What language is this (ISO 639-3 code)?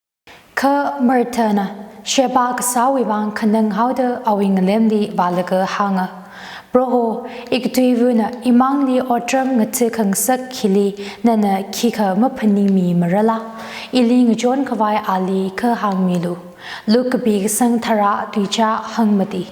nmf